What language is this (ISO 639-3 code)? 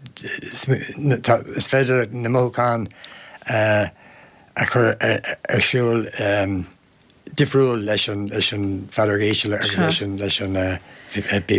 gle